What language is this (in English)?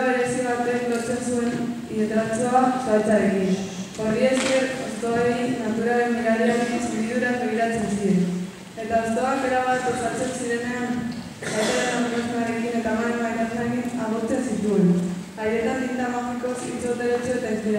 Basque